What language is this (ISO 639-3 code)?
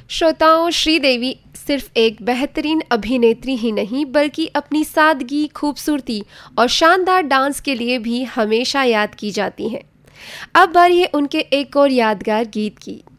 hin